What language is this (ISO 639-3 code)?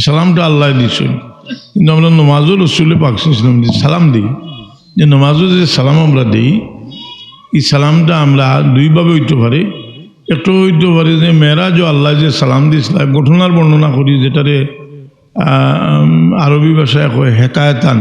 syl